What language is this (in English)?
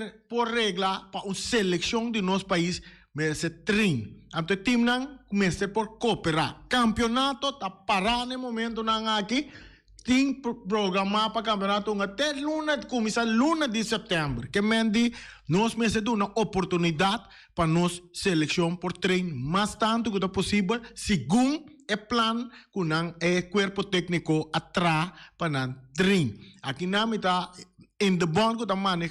Papiamento